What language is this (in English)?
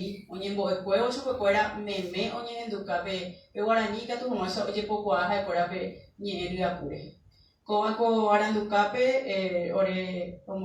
Guarani